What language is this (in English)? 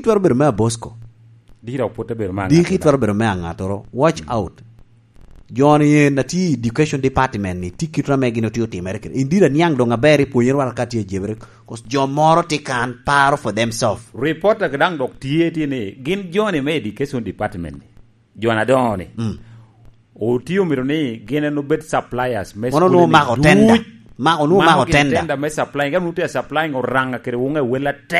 Lango (Uganda)